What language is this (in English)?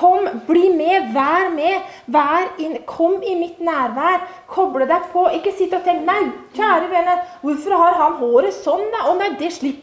Norwegian